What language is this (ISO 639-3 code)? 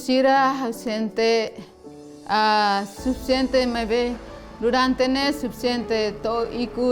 tet